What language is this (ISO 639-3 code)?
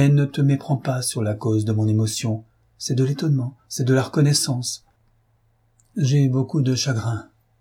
fra